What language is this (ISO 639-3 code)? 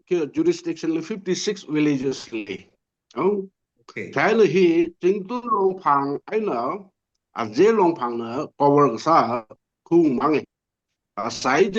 nmf